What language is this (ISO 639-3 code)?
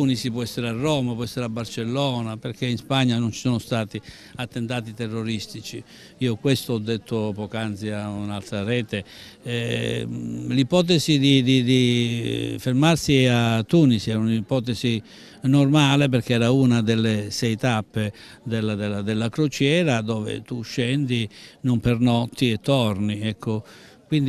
ita